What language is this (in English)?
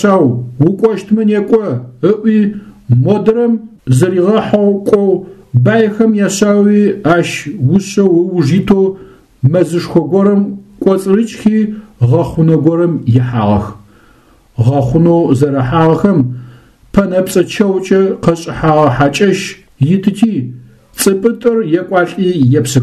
Adyghe